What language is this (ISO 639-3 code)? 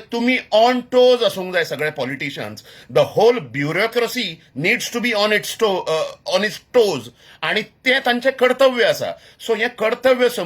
kok